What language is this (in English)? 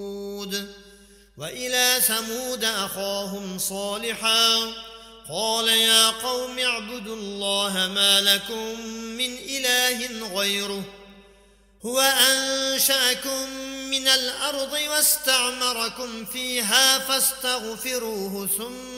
Arabic